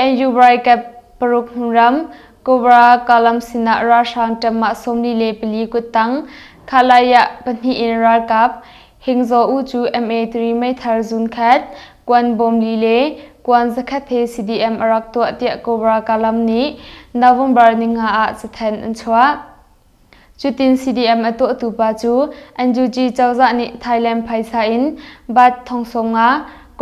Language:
Hakha Chin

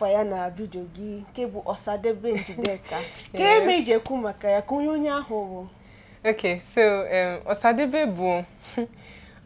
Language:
Igbo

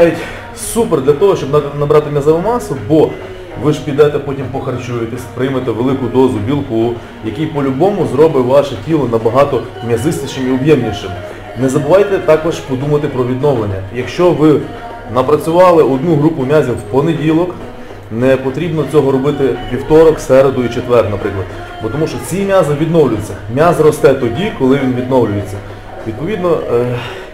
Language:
Ukrainian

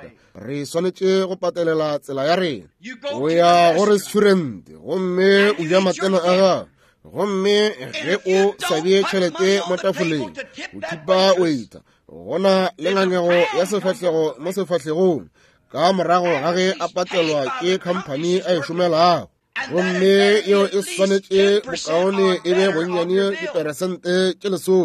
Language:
Northern Sotho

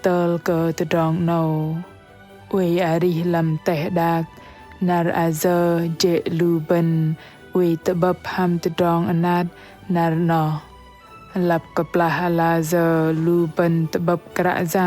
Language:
Bahnar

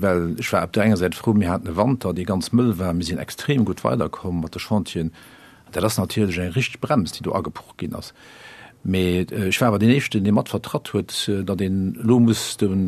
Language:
Luxembourgish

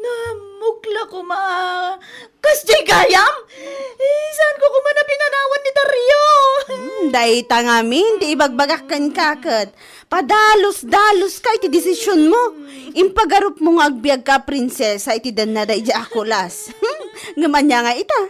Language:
Iloko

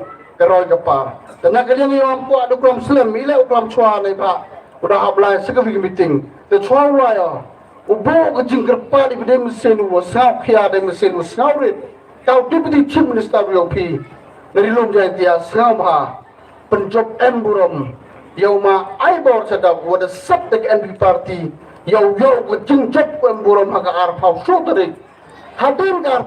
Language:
Khasi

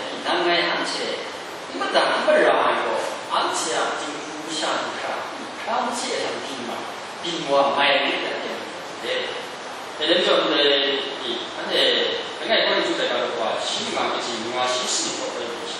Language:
Kachin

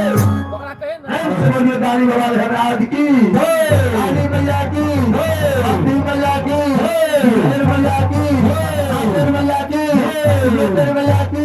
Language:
Maithili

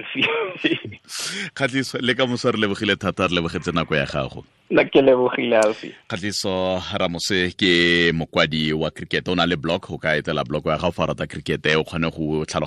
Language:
Tswana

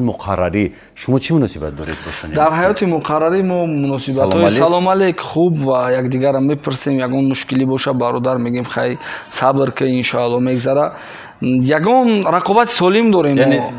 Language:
Tajik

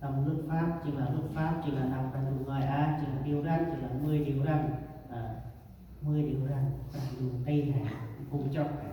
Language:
Central Mnong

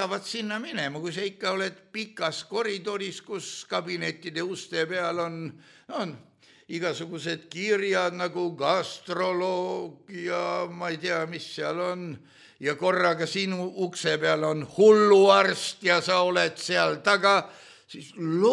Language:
Estonian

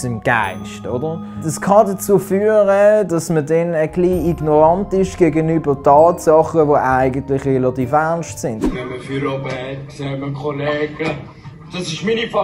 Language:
Swiss German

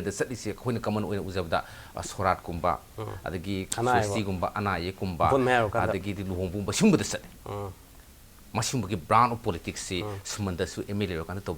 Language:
Manipuri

